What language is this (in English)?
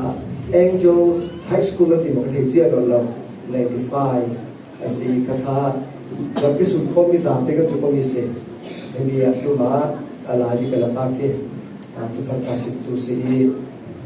Falam Chin